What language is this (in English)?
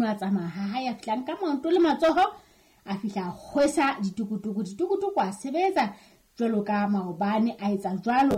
Southern Sotho